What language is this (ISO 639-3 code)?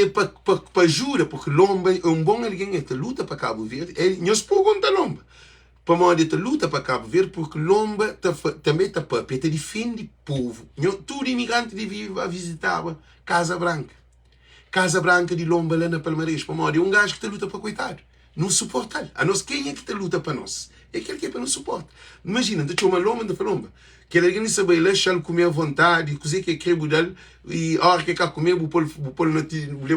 kea